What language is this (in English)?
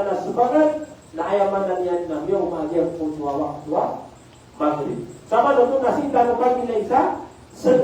Maranao